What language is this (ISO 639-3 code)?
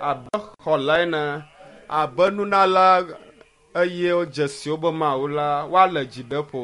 ewe